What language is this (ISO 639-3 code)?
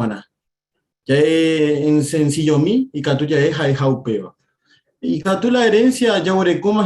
grn